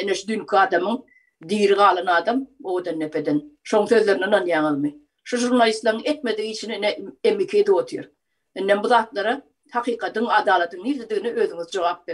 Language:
Turkmen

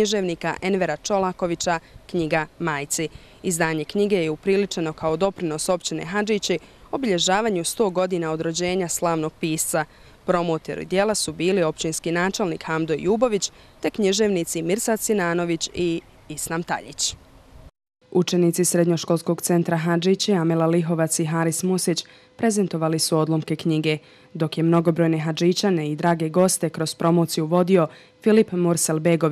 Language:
Bosnian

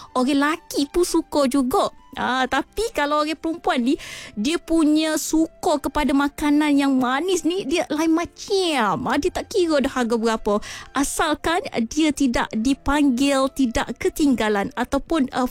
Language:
Malay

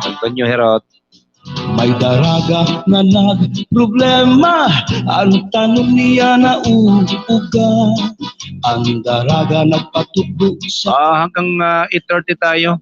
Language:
Waray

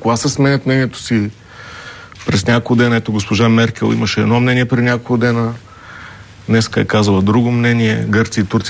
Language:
Bulgarian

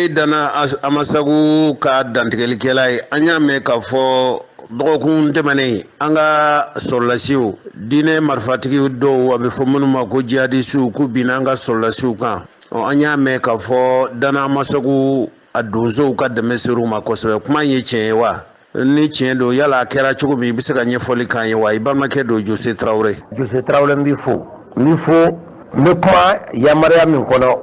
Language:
Bambara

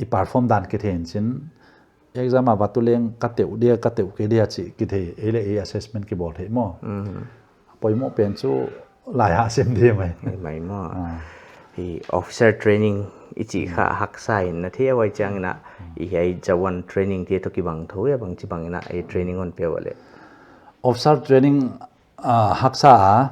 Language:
Paite Chin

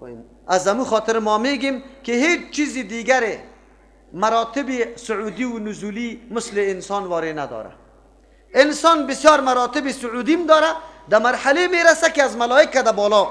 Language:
Persian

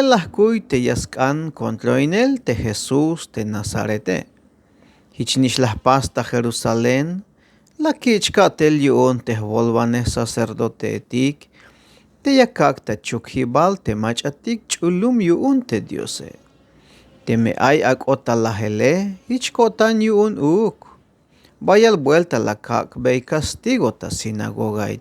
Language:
Tzeltal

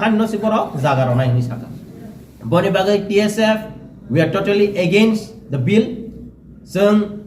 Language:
Kok Borok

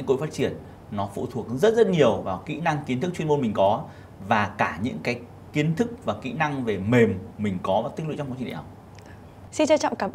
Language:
Vietnamese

